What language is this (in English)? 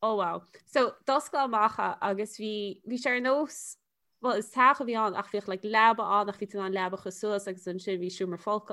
Irish